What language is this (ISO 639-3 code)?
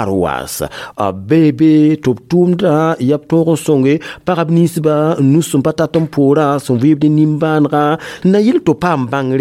mos